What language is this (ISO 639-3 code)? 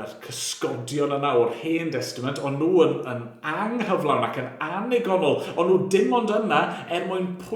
cym